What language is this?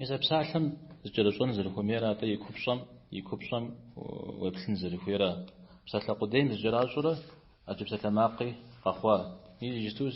Kabardian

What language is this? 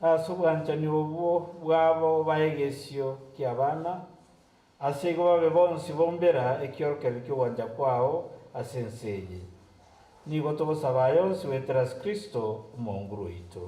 Gusii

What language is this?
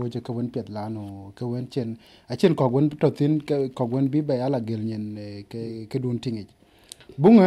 Dinka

